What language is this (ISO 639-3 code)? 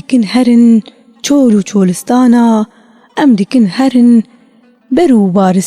kur